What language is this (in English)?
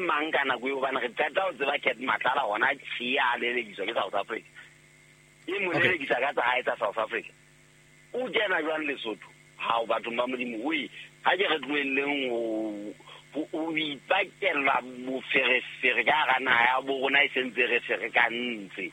Southern Sotho